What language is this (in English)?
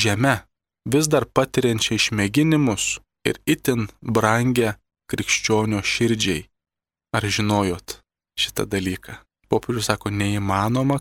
Lithuanian